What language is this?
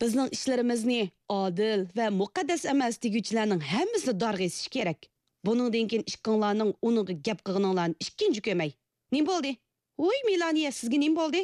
Uyghur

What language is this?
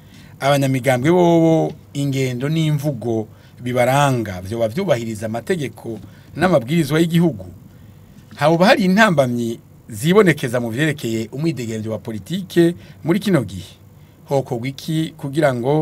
Rundi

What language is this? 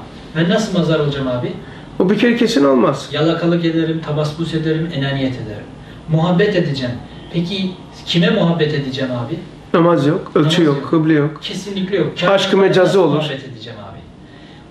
Turkish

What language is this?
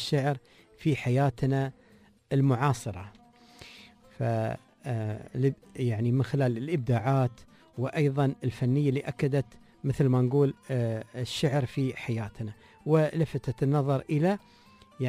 Gulf Arabic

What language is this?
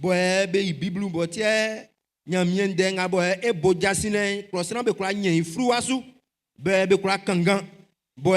Baoulé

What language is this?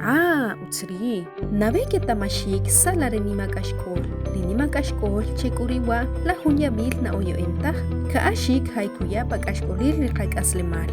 Achi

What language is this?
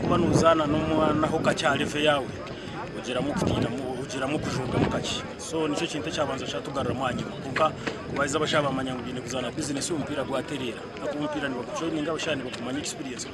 Nyankole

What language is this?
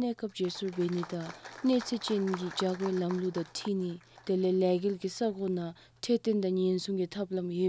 Dzongkha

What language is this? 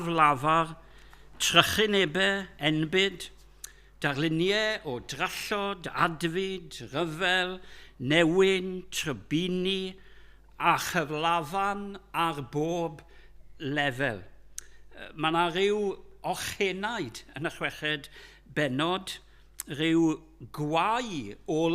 Welsh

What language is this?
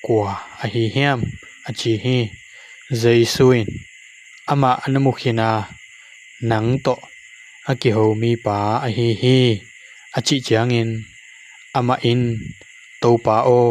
Tedim Chin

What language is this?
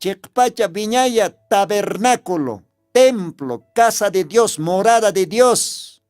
Aymara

